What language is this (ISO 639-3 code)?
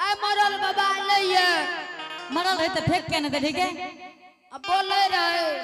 anp